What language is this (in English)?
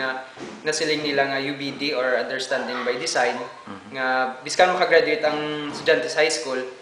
Hiligaynon